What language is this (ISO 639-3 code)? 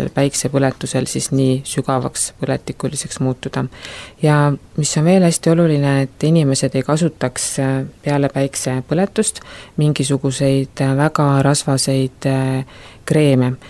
est